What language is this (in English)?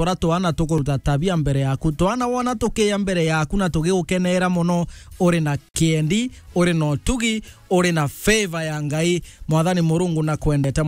Meru